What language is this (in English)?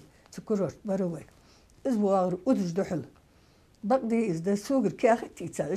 Ingush